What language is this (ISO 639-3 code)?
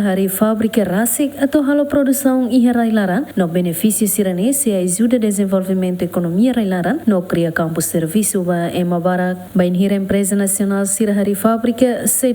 tet